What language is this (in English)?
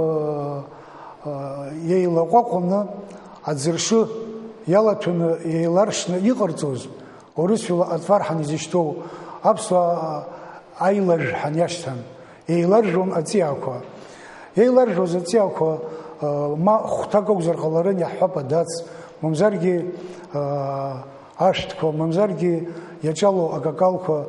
Abkhazian